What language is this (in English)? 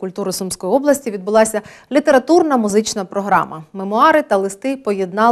Ukrainian